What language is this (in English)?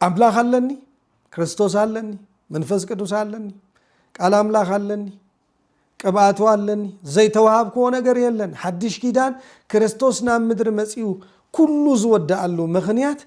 Tigrinya